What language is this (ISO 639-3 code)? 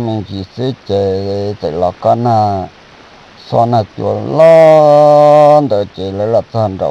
hmn